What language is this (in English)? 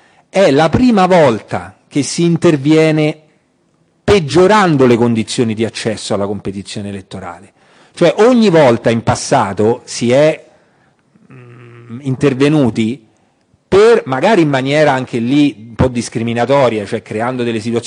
Italian